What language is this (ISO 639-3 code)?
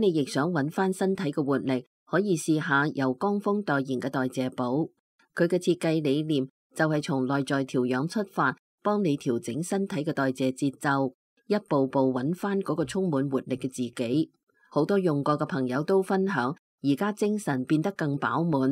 yue